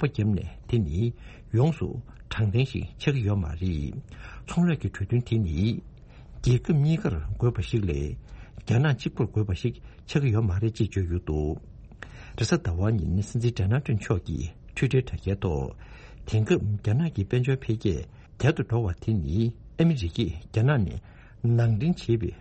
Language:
Tibetan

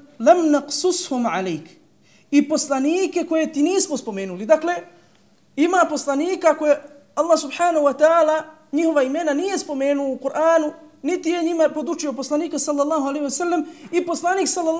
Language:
Bosnian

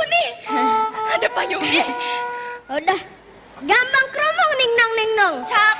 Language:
Betawi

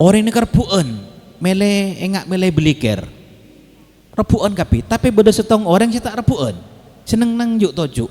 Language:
Madurese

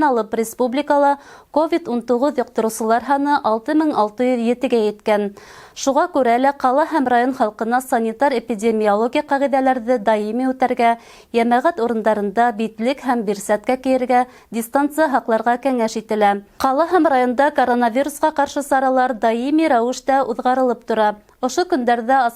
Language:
Bashkir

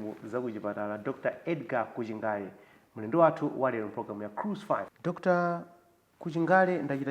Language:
Nyanja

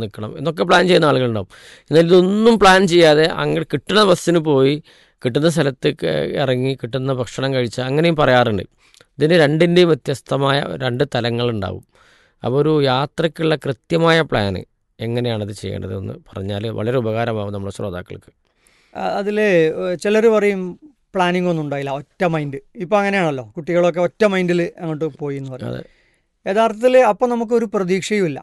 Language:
Malayalam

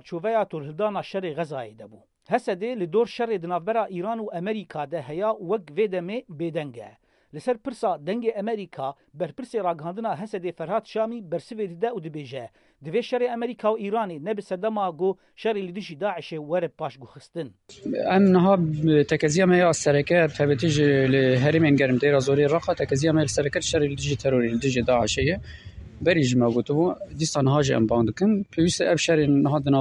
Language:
Kurdish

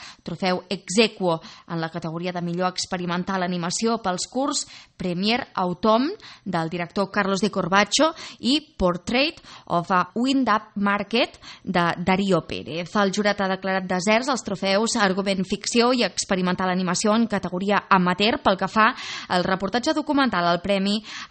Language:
Catalan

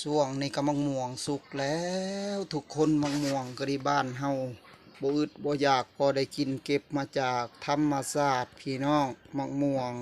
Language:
Northeastern Thai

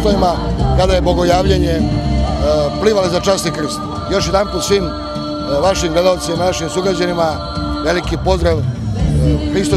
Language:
Serbian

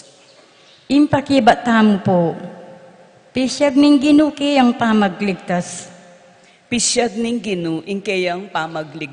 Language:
Pampanga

